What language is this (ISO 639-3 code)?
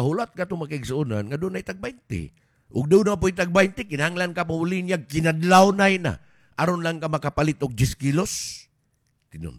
ceb